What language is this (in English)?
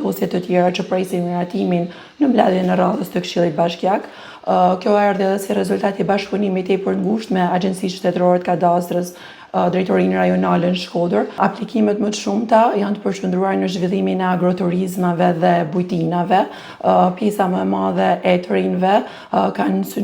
Albanian